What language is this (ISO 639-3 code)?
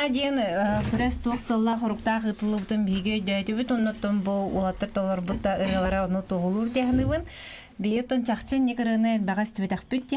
sah